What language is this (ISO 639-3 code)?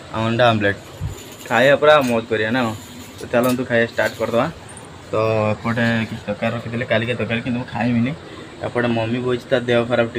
ori